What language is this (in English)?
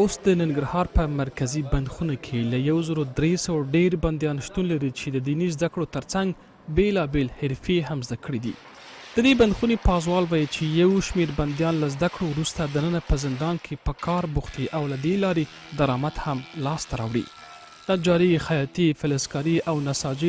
Pashto